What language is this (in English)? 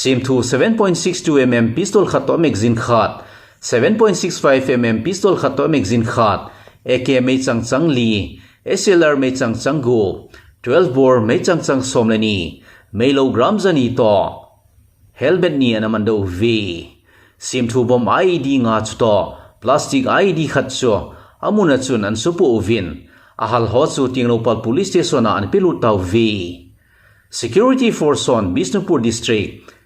Thado Chin